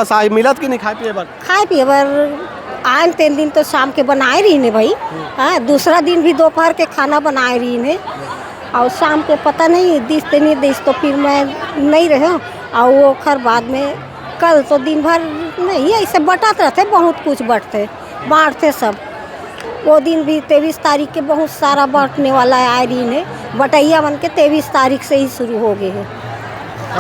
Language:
Chhattisgarhi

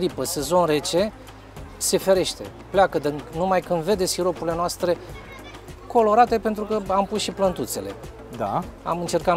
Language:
Romanian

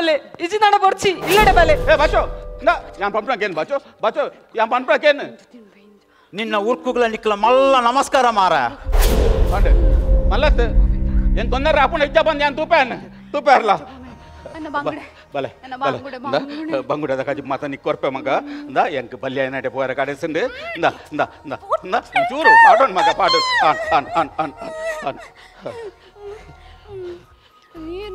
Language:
Tulu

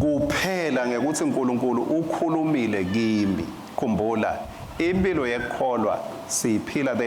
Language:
Swati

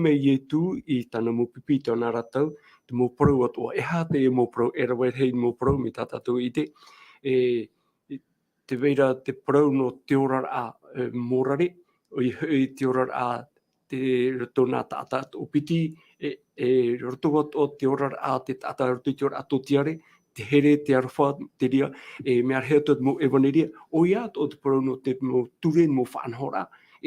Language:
Tahitian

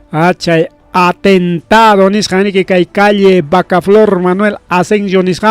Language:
Ayacucho Quechua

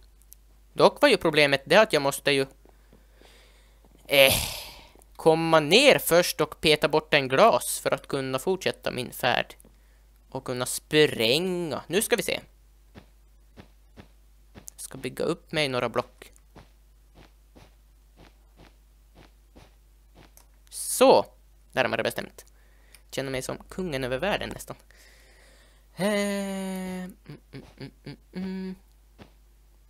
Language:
Swedish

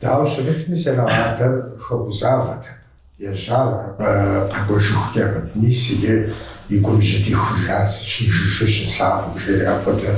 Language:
Kabardian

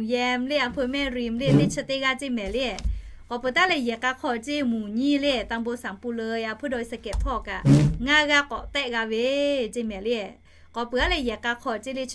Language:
Lahu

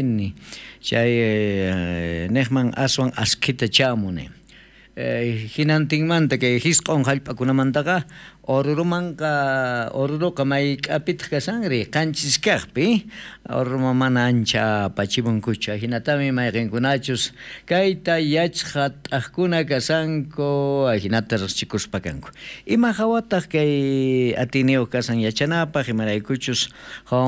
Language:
South Bolivian Quechua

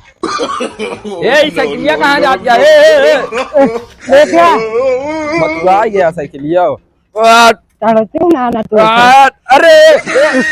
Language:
Awadhi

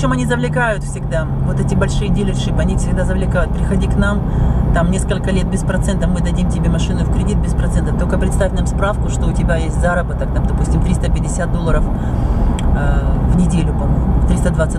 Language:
Russian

